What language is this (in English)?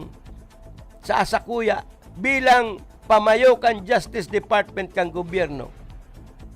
Bikol